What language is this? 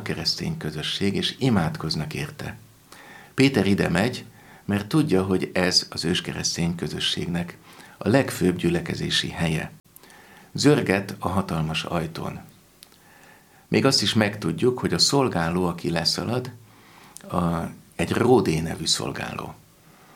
Hungarian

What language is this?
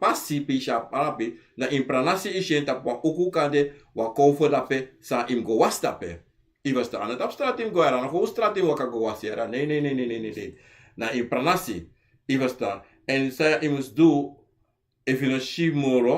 Sranan Tongo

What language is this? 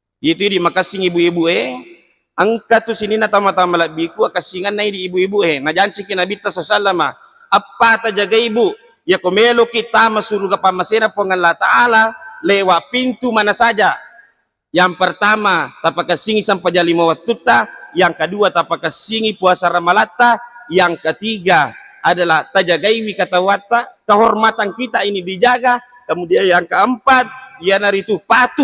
Buginese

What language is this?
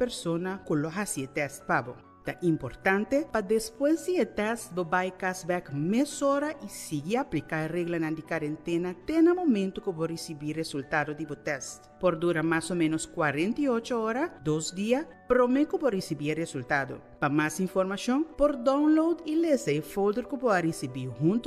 Papiamento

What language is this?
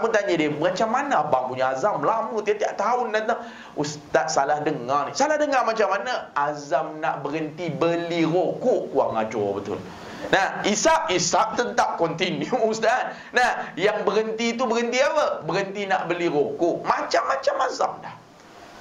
Malay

